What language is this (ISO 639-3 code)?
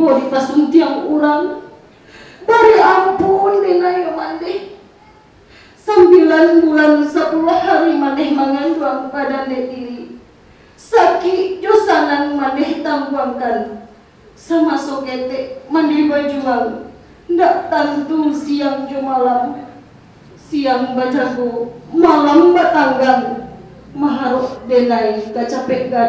min